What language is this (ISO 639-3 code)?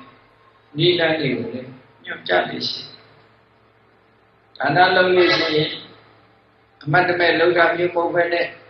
mya